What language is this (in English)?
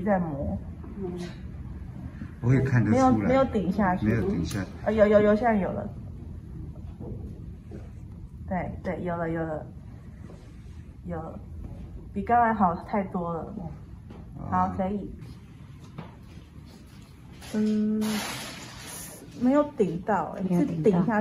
Chinese